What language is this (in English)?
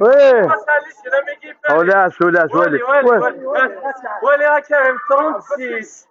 Kabyle